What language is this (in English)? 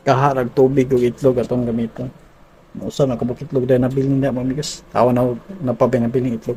Cebuano